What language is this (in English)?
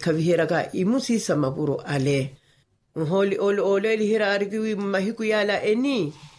Makhuwa